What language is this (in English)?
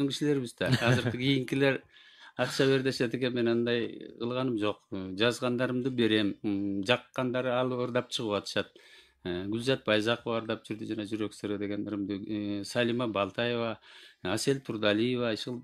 Kyrgyz